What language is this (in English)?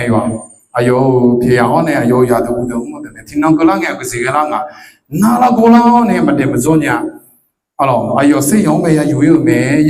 Akha